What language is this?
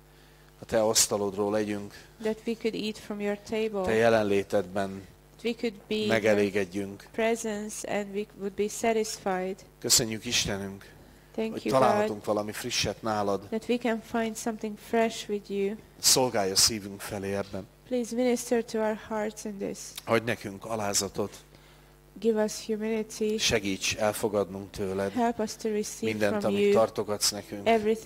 Hungarian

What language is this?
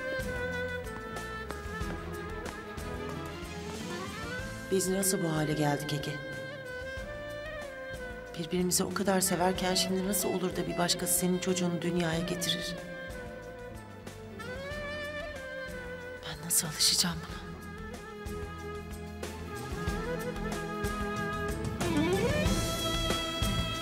Turkish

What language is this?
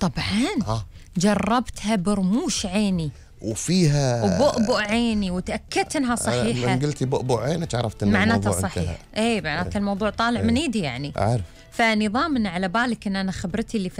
Gulf Arabic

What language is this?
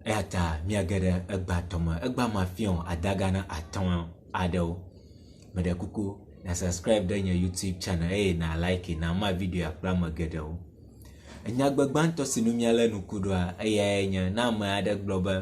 Ewe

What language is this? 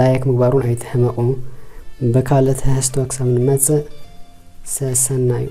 Tigrinya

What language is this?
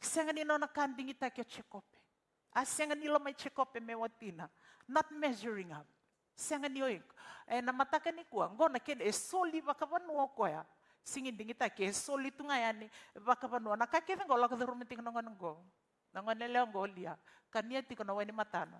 Fijian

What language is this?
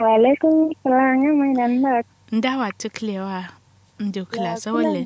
Kanuri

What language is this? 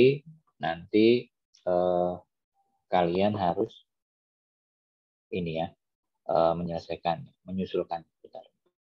Indonesian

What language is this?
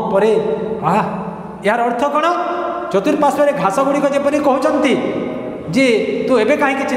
Odia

